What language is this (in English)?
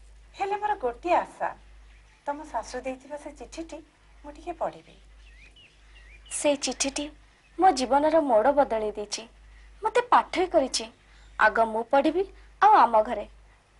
Odia